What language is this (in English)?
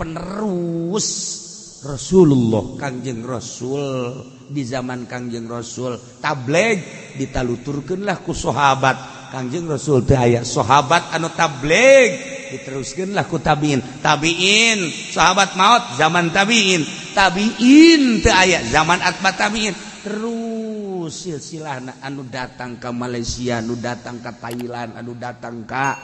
Sundanese